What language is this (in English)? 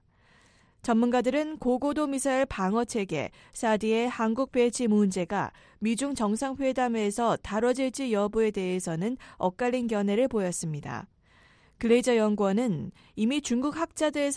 Korean